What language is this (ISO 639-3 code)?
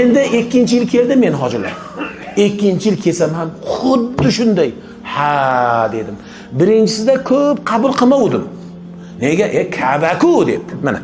uzb